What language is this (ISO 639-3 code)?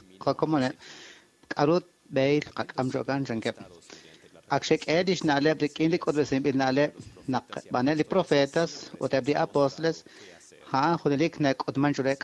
kek